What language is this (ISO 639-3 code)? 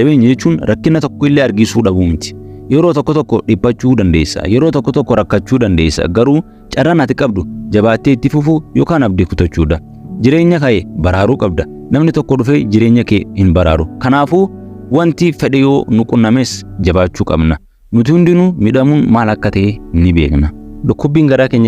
orm